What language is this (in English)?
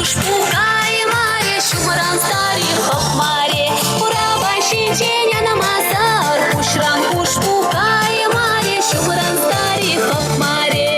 Chuvash